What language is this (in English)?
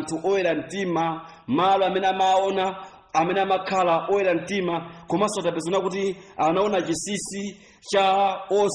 Nyanja